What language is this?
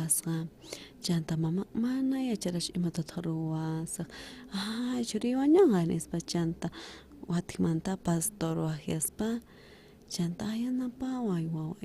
South Bolivian Quechua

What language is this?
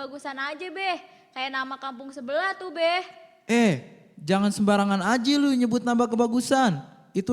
Betawi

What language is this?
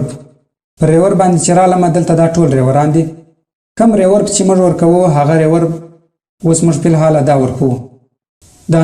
Pashto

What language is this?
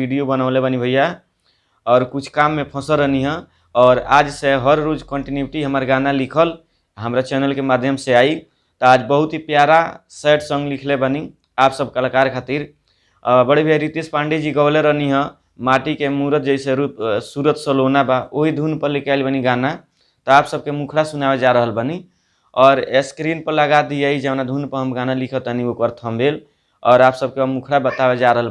Bhojpuri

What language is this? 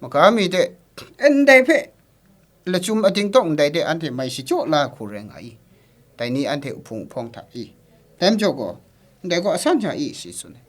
Kachin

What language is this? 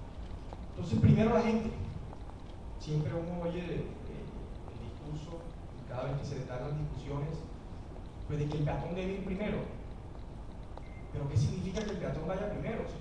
Spanish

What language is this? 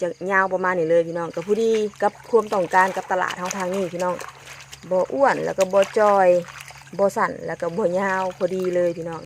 Northeastern Thai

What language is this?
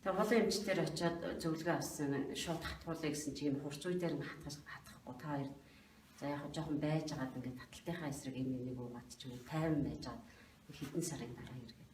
Mongolian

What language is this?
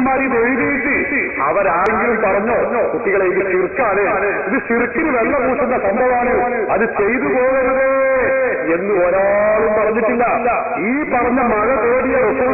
Malayalam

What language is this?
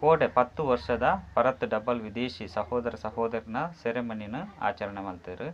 Tulu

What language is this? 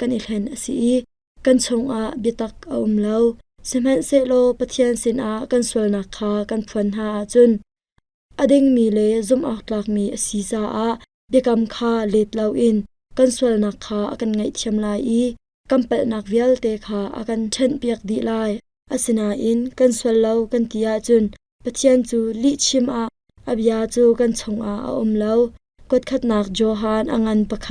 Hakha Chin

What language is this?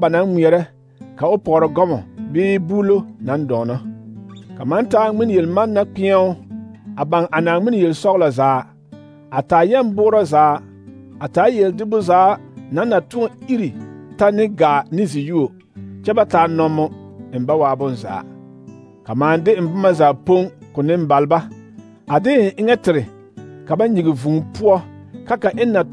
Southern Dagaare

